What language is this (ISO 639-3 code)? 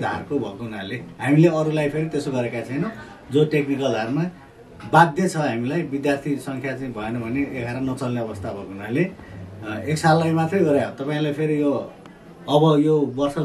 nep